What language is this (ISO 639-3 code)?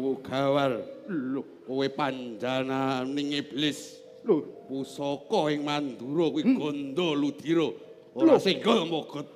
jav